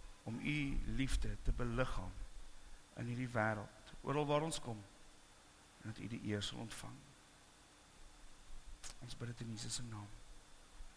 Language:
Afrikaans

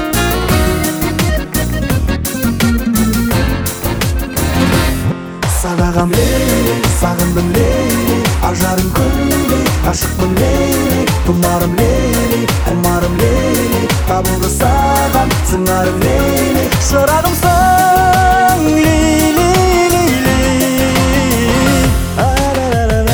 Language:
Kazakh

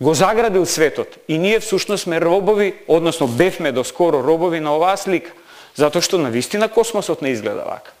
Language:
Macedonian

